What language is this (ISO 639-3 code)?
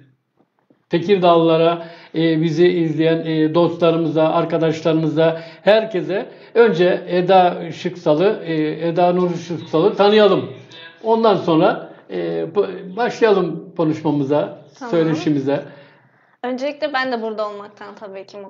tur